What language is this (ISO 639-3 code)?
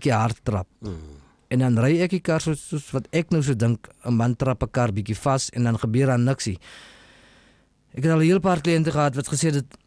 afr